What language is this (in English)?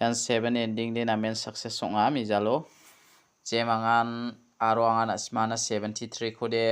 Garo